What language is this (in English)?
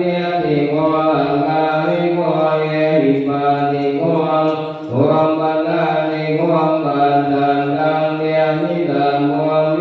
Pali